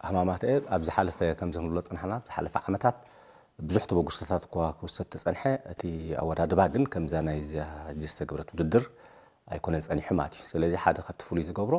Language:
Tigrinya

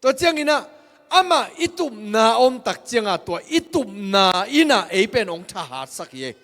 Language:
Tedim Chin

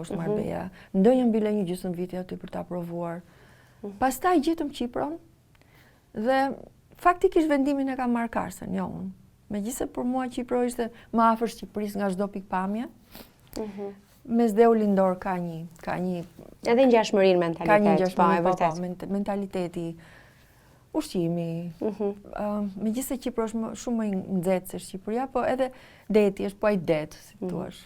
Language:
Albanian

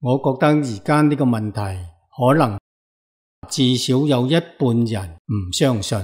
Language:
Cantonese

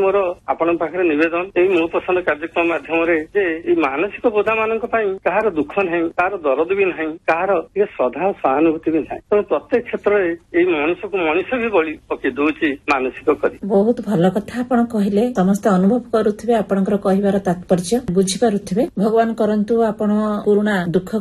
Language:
Odia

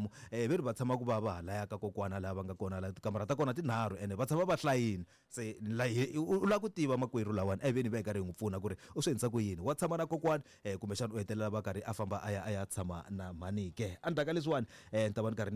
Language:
Tsonga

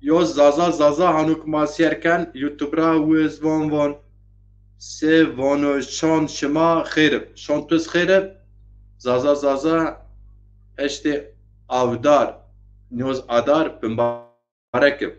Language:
Zaza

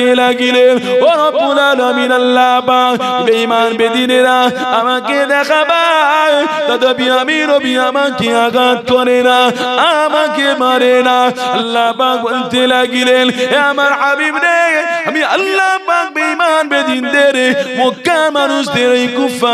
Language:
Bangla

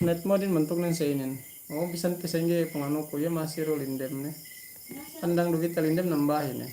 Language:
Yakan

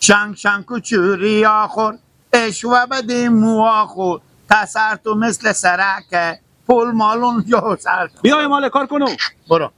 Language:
Hazaragi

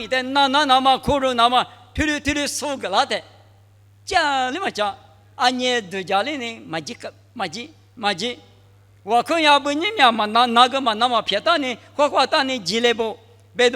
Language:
Lisu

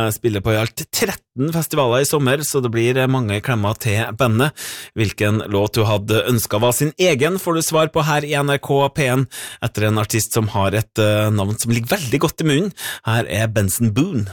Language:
Norwegian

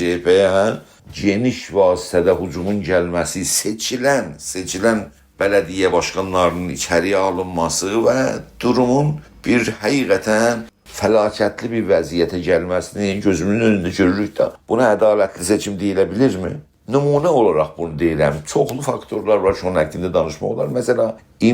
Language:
South Azerbaijani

